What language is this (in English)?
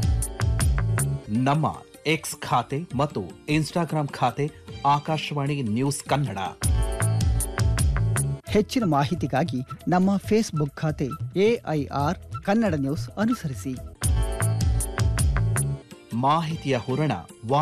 Kannada